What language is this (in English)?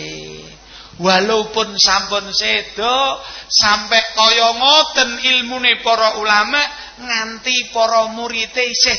Javanese